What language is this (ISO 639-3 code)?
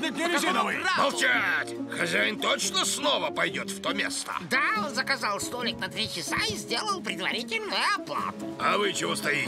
rus